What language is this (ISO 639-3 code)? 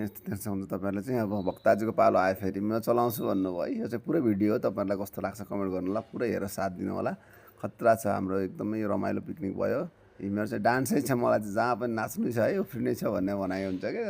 nep